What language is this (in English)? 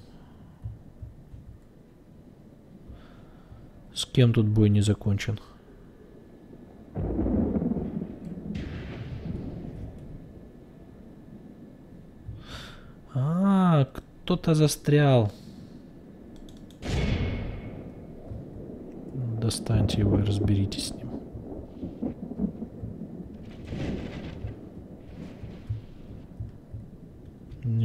Russian